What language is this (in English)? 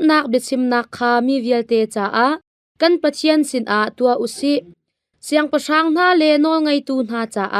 Hakha Chin